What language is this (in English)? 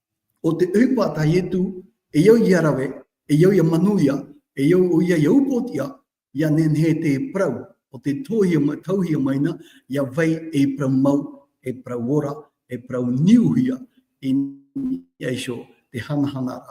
Tahitian